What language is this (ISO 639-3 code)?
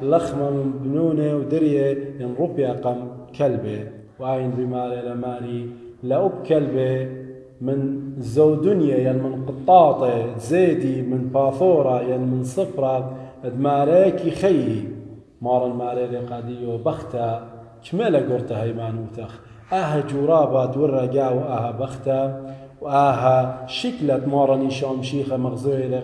aii